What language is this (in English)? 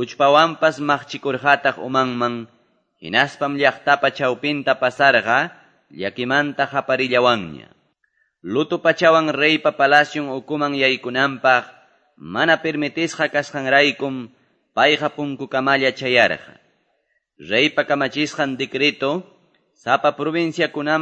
Quechua